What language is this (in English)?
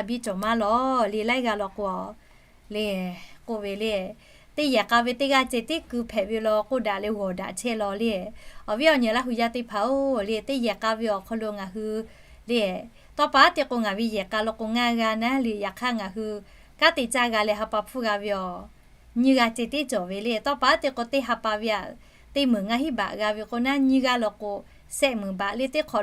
Lahu